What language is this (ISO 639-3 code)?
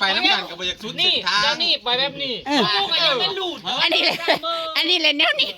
tts